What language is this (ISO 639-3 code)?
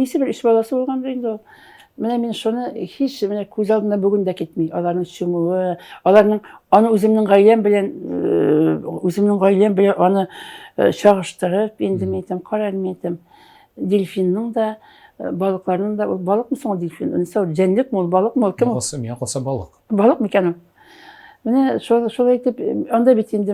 tat